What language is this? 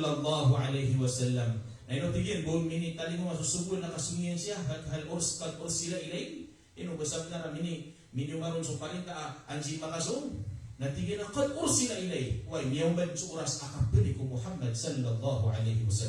Maranao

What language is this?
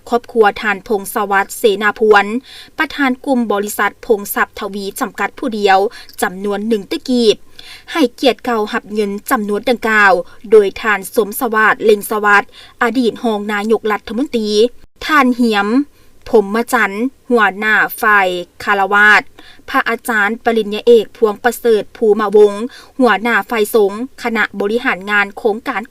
Lao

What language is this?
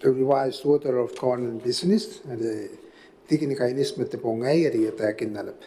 Gilbertese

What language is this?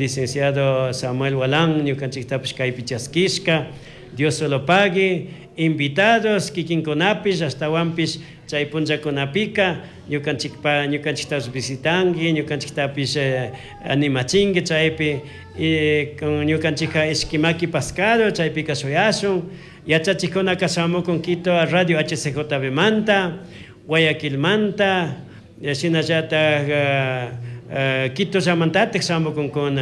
Chimborazo Highland Quichua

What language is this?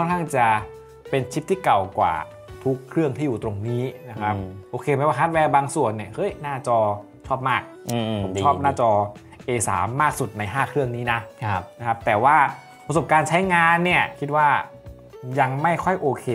Thai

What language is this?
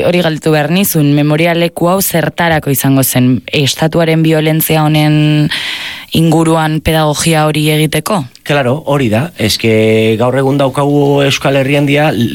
Basque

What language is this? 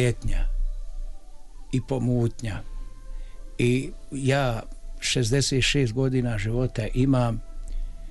Bosnian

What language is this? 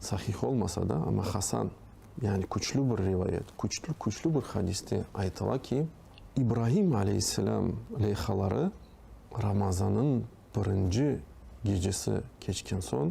Crimean Tatar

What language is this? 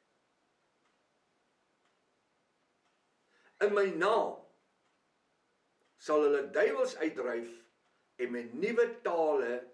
Afrikaans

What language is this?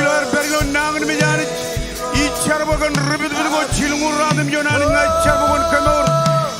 Marshallese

